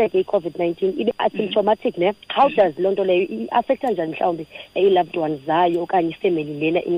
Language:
Xhosa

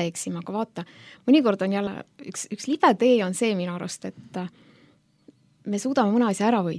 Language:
Estonian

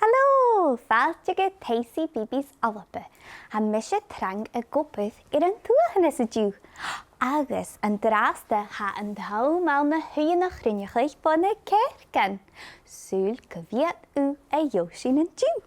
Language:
Scottish Gaelic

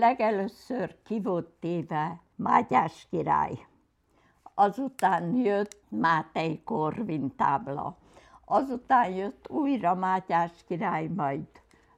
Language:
Hungarian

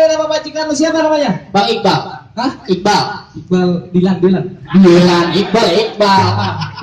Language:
Betawi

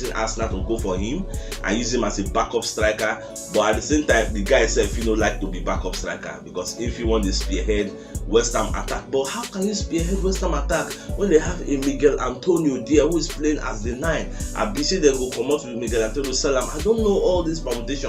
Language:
Nigerian Pidgin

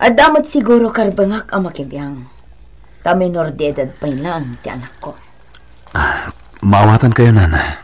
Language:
Iloko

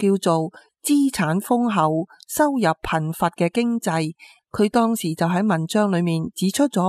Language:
Cantonese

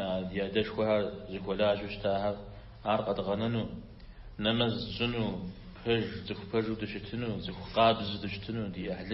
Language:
Kabardian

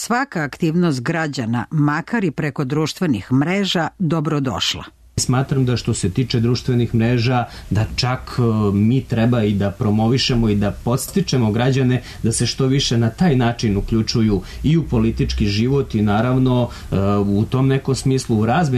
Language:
Serbian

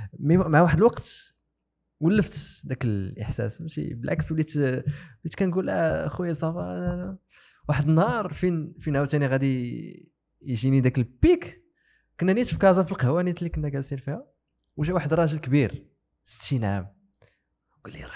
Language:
Moroccan Arabic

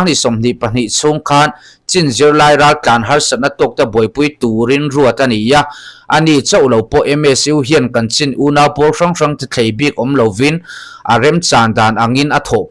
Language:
Mizo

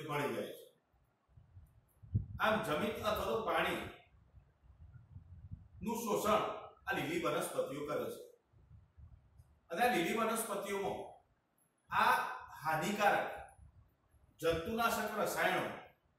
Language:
Gujarati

